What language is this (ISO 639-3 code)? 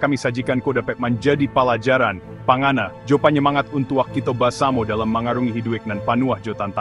min